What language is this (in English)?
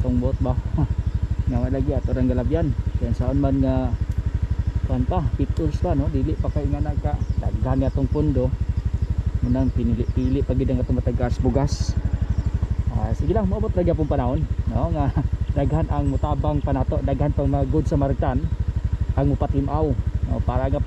Cebuano